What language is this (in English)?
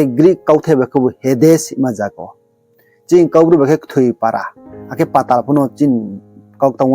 Riang (India)